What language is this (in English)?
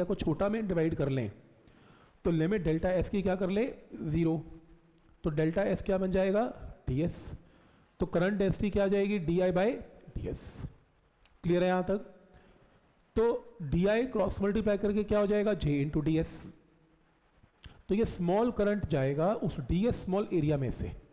Hindi